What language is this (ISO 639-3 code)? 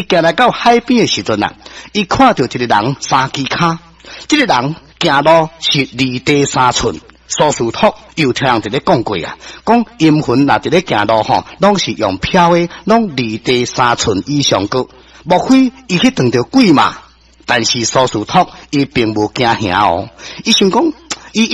nan